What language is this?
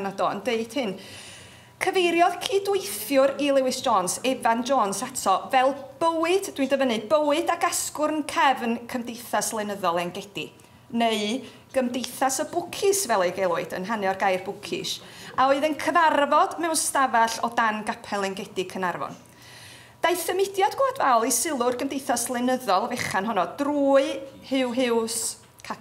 Welsh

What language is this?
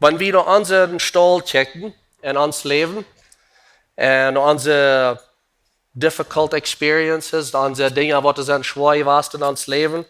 Plautdietsch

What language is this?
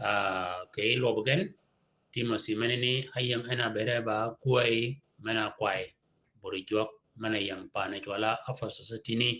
Shilluk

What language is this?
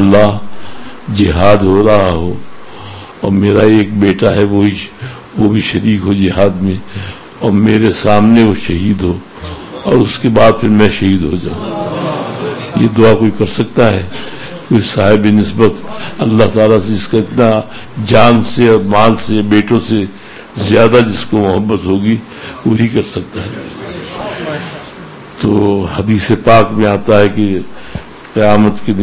Urdu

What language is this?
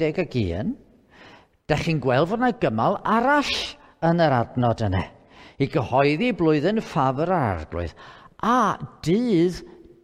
Welsh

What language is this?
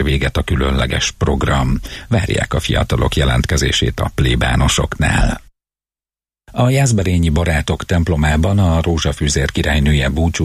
Hungarian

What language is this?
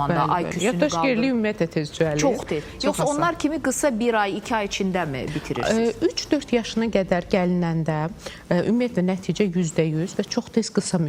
Azerbaijani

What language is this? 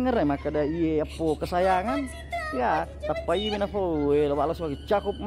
Buginese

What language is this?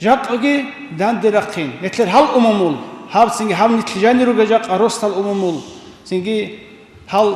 Avaric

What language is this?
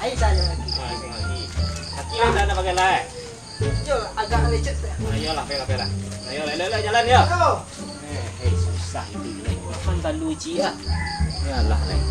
Minangkabau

